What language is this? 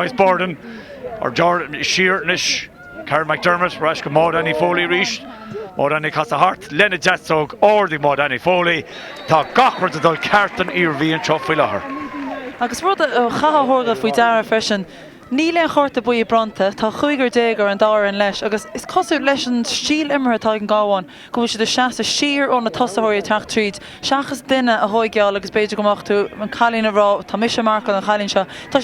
Irish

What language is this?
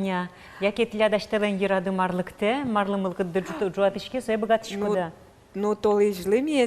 Udmurt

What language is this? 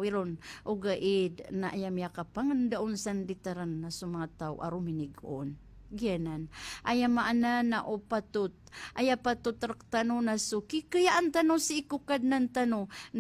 Maranao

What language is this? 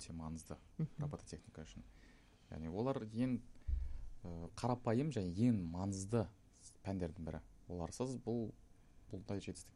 Kazakh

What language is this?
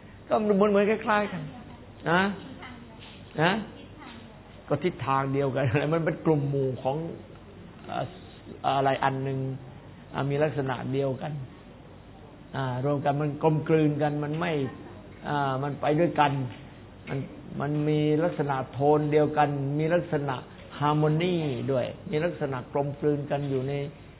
Thai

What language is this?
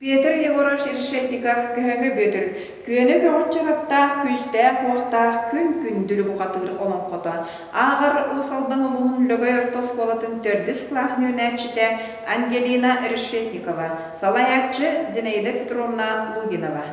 Yakut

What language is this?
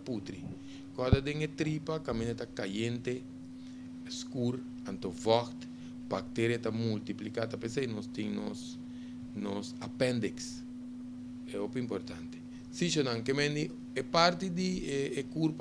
Papiamento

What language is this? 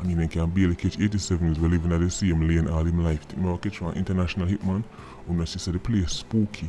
Jamaican Creole English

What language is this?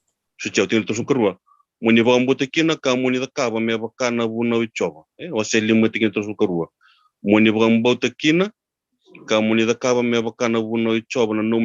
Fijian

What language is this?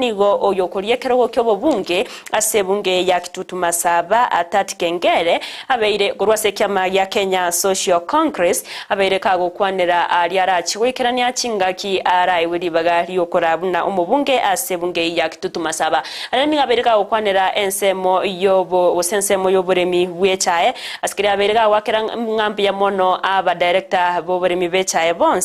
Gusii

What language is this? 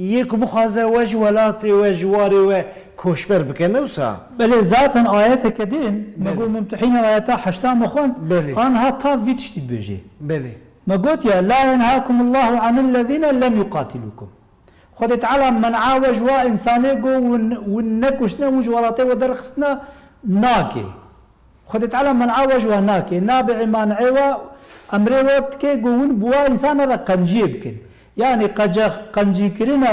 Kurdish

